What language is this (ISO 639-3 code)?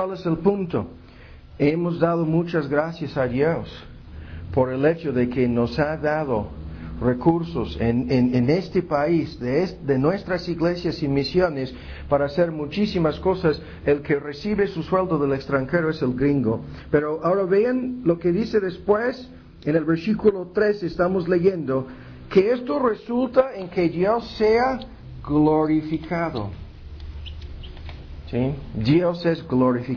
spa